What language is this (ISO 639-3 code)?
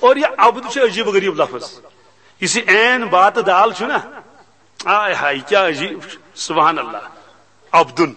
kas